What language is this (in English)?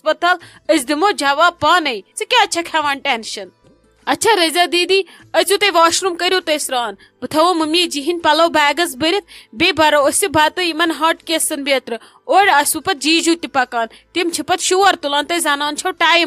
Kashmiri